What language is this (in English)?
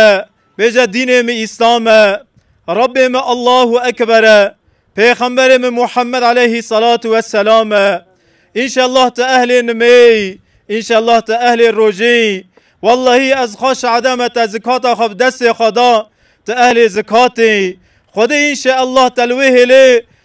Kurdish